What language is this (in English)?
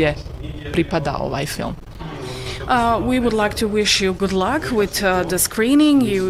Bosnian